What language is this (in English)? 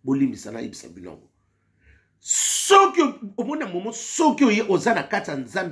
Lingala